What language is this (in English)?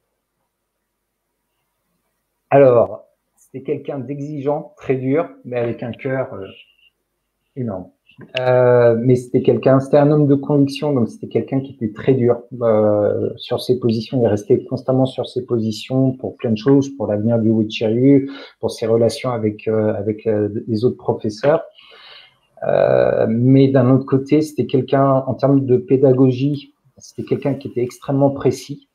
French